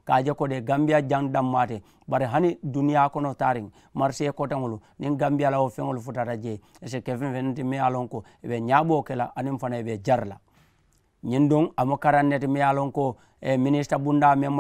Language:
Mandingo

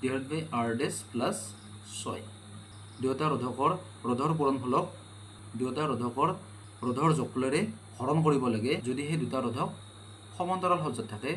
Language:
Assamese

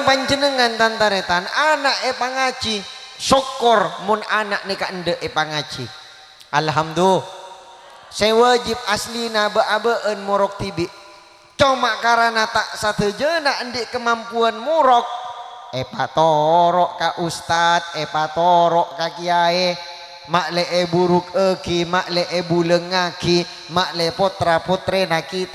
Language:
Madurese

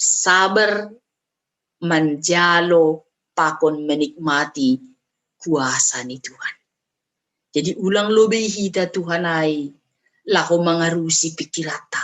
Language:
Batak Simalungun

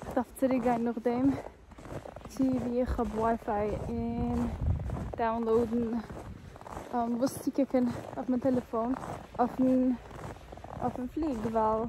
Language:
Yiddish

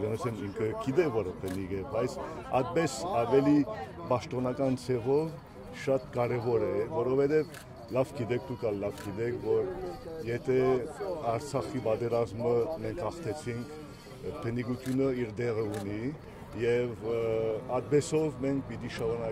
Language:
Western Armenian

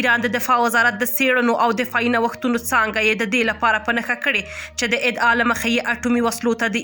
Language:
Pashto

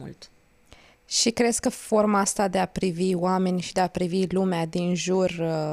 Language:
Romanian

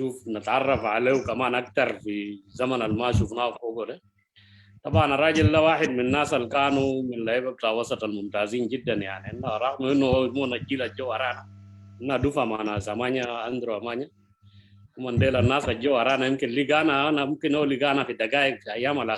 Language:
Sudanese Arabic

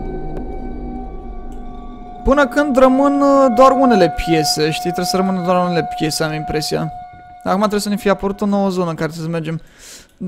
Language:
Romanian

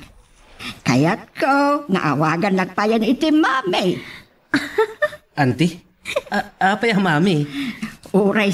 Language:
Iloko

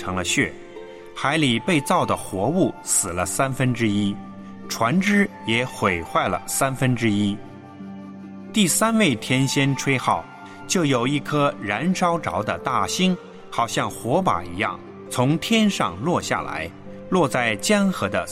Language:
Chinese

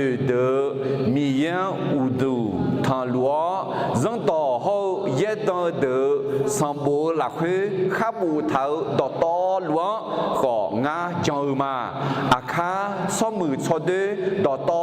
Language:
Akha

